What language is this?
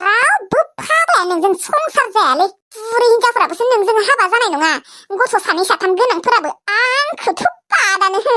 Bodo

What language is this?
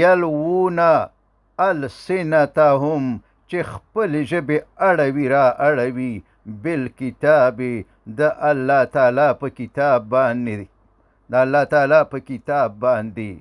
Pashto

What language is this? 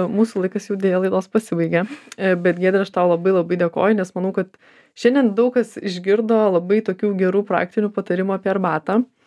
Lithuanian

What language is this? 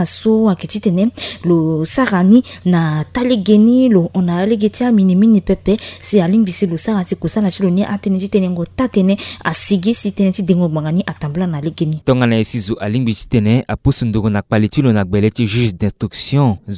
Sango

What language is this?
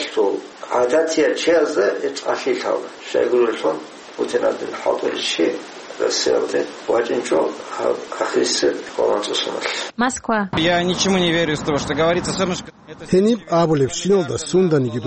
Avaric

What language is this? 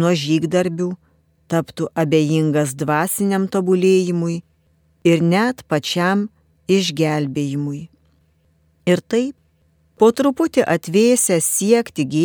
Lithuanian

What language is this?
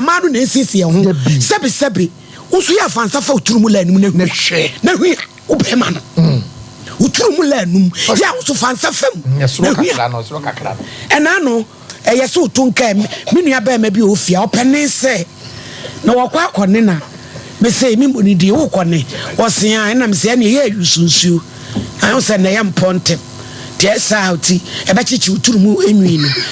Akan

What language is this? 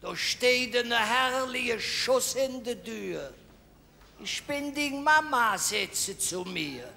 Colognian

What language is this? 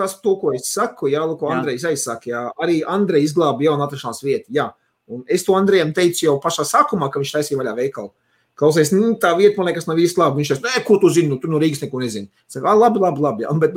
Latvian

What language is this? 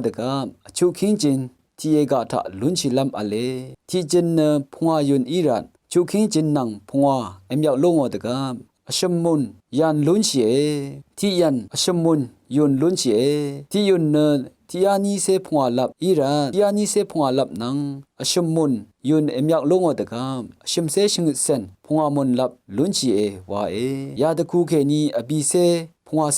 Rawang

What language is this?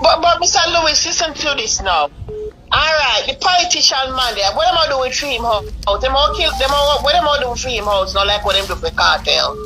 Jamaican Creole English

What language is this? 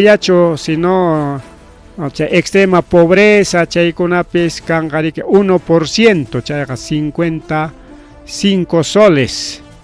Ayacucho Quechua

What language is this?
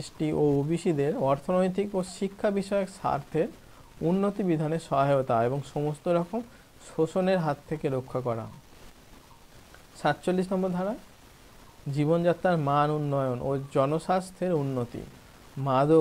Bangla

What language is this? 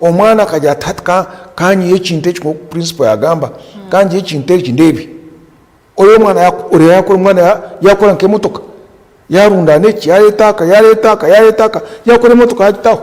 Nyankole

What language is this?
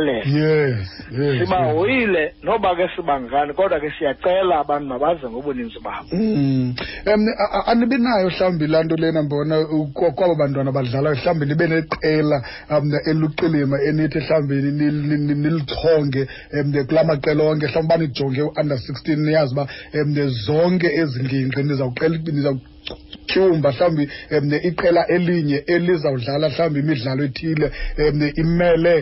Xhosa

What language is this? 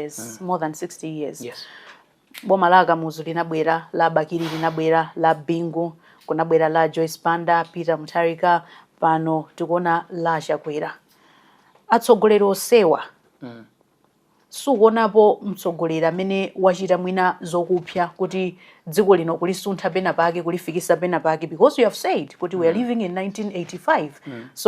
Nyanja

